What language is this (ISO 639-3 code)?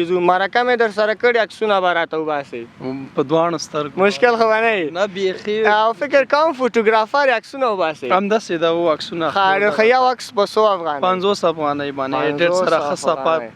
pus